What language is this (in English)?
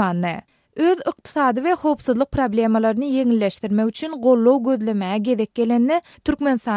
Turkmen